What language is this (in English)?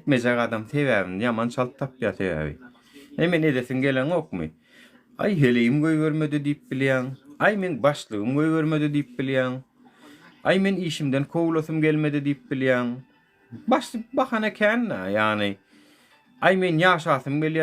Turkmen